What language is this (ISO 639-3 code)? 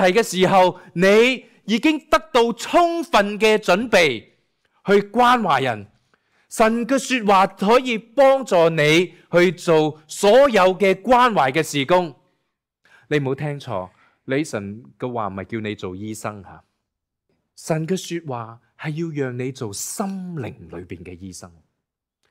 yue